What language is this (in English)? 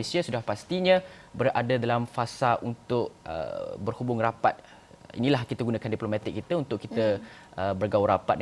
Malay